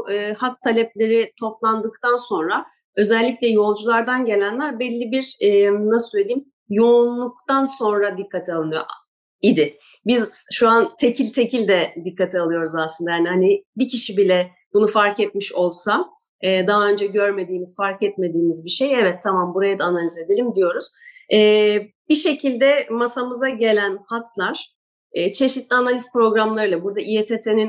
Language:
Turkish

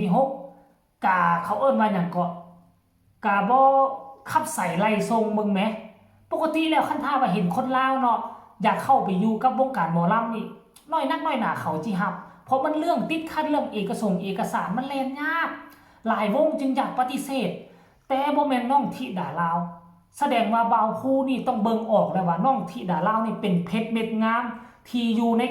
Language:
Northeastern Thai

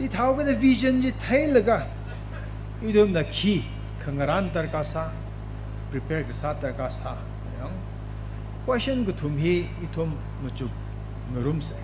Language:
Tangkhul Naga (India)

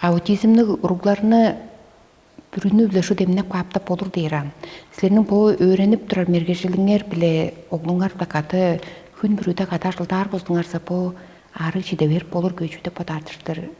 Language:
Tuvinian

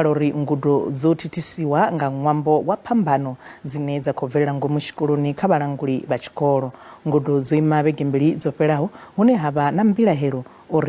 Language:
Venda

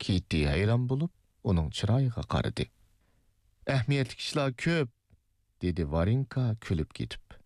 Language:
Uyghur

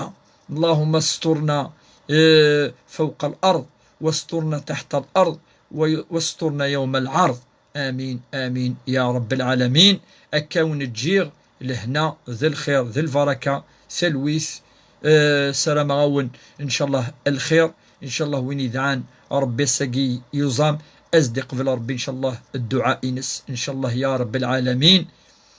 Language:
Kabyle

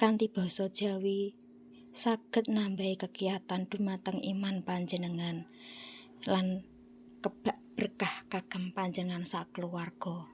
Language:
Javanese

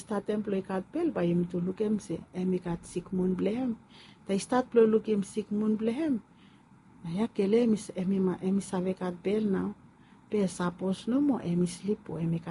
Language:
Bislama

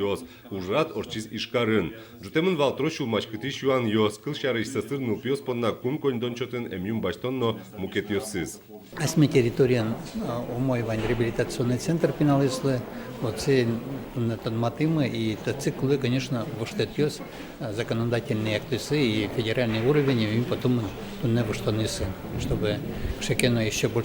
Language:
Udmurt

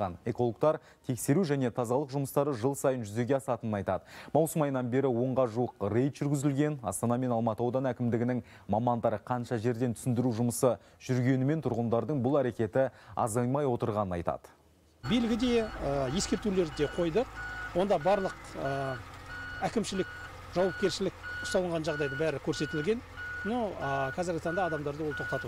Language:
Kazakh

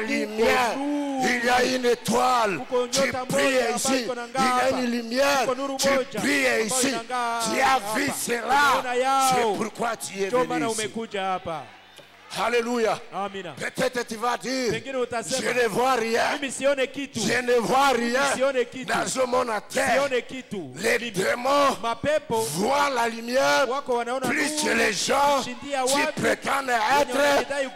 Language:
Swahili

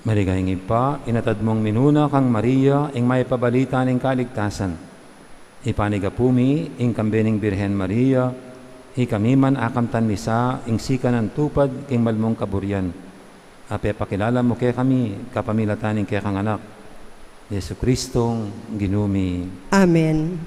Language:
Pampanga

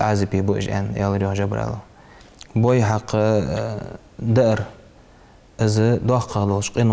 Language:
Ingush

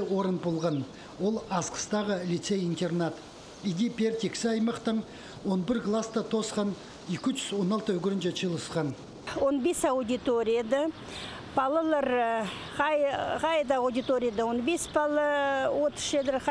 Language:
Khakas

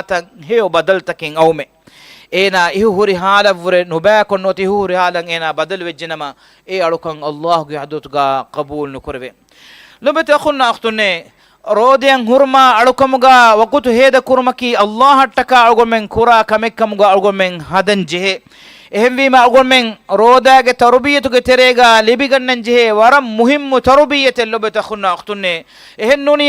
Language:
Divehi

